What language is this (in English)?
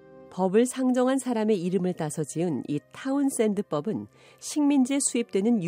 Korean